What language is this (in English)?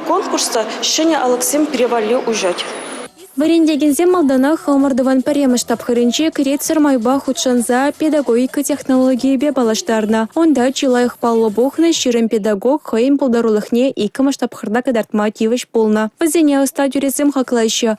Chuvash